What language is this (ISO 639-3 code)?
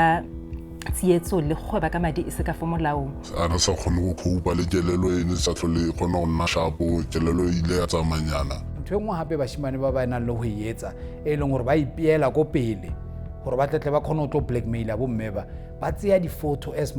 tsn